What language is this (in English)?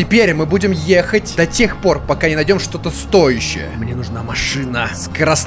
Russian